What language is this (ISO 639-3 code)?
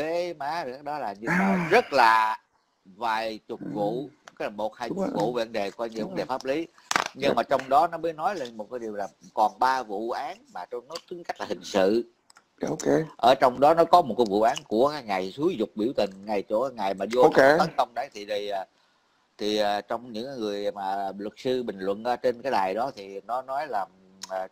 vie